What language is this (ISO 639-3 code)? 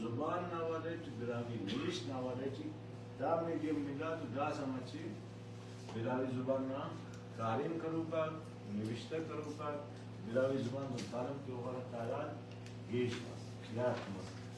brh